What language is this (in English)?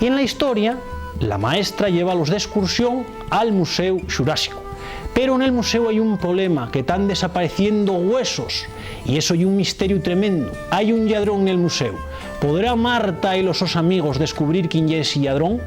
Asturian